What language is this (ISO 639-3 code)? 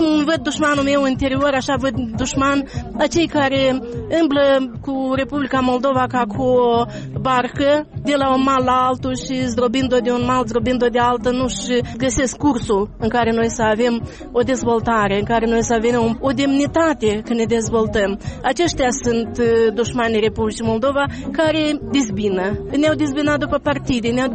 ron